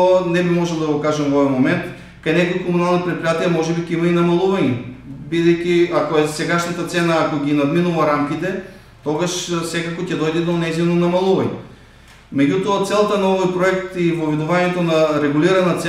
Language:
Macedonian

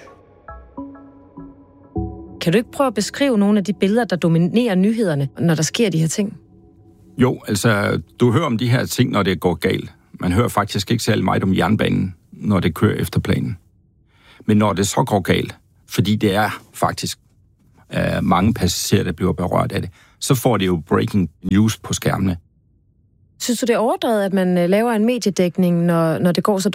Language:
Danish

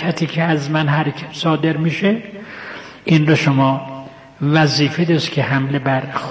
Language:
Persian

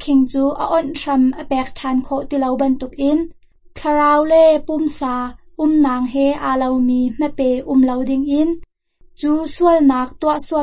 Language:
Hakha Chin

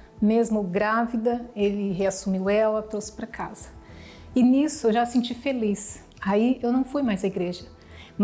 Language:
Portuguese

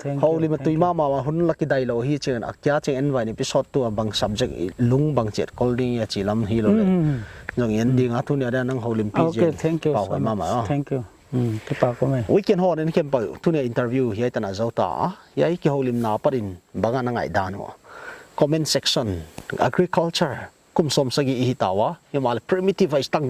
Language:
Paite Chin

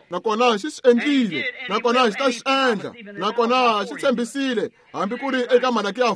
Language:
Tsonga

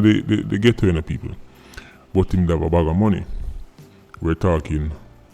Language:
Jamaican Creole English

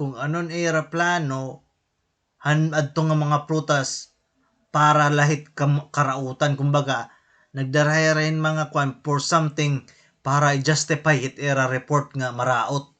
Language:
Waray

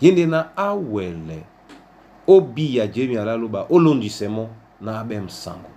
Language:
Duala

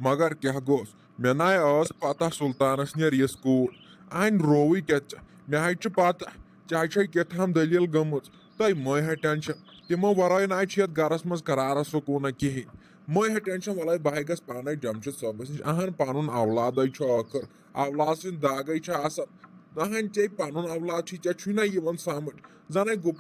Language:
Kashmiri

